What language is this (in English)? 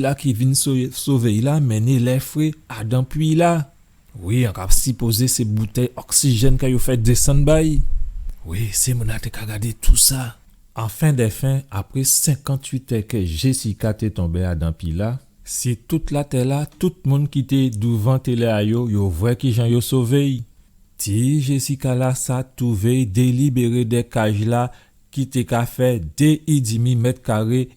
Guadeloupean Creole French